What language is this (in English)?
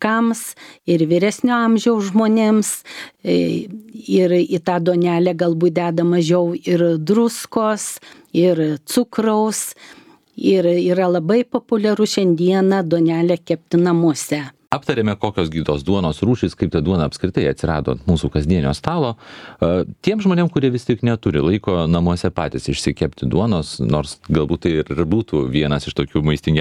Lithuanian